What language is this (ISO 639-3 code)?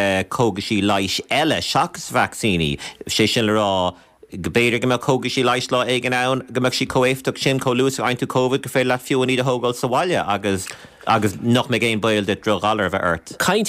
gle